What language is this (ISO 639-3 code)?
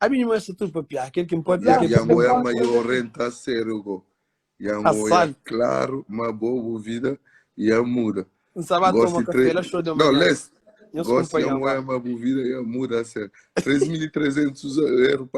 kea